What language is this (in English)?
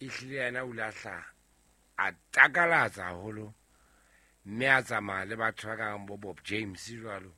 Southern Sotho